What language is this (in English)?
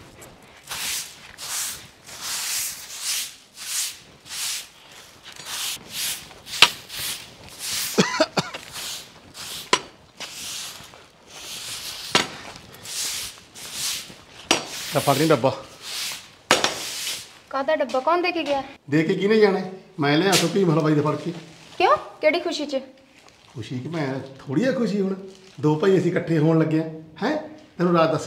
Punjabi